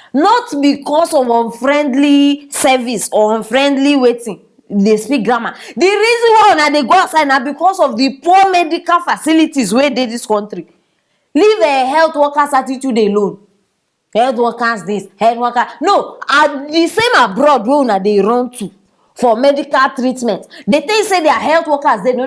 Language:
Nigerian Pidgin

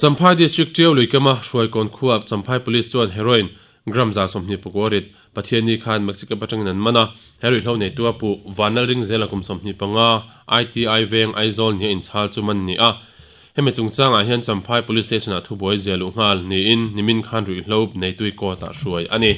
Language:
Mizo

